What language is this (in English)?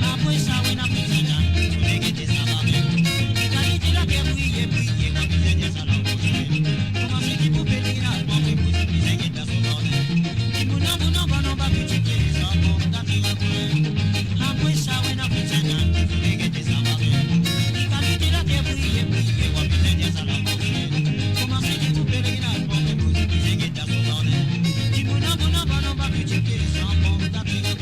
Morisyen